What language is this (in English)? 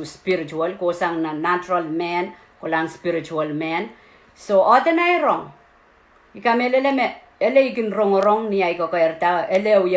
Pohnpeian